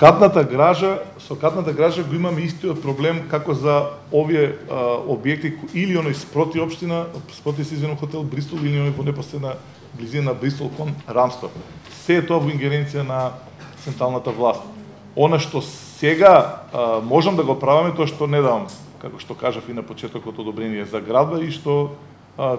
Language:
Macedonian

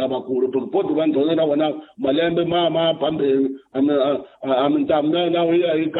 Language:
Tsonga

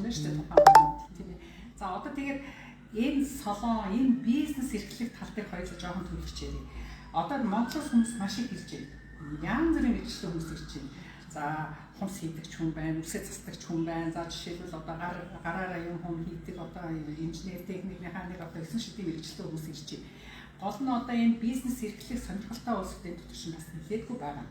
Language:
Mongolian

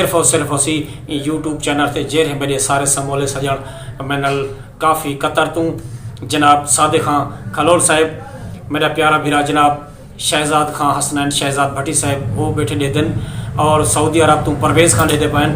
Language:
Saraiki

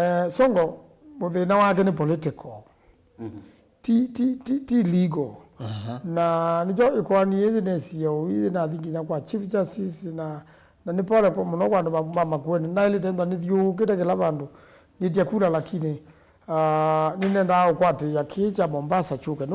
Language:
Kamba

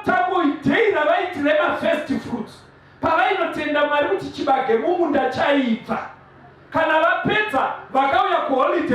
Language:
Shona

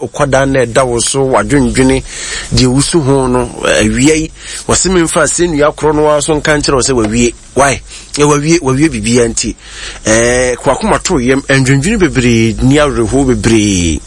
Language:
Akan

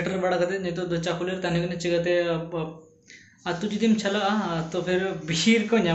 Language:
Santali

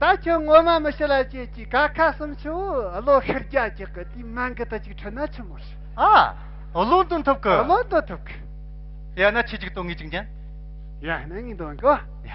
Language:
Amdo Tibetan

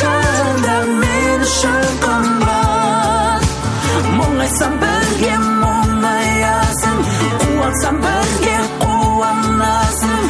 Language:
Kazakh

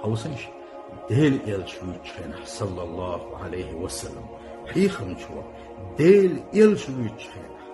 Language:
Chechen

